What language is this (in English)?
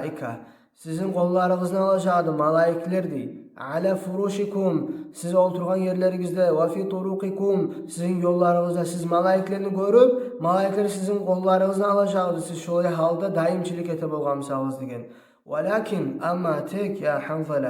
Kumyk